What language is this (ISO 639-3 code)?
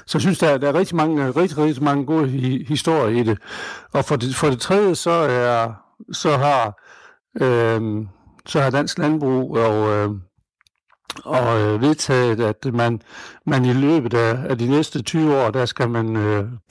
dan